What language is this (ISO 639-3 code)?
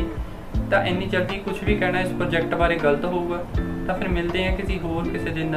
pan